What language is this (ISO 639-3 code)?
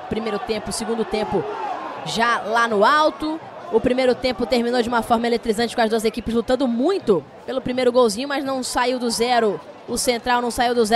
por